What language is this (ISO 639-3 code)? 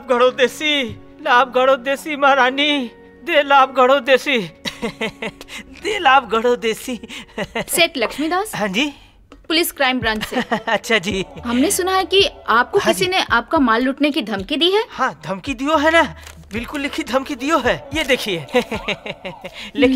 bho